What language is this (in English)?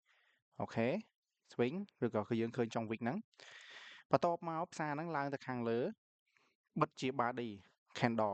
Khmer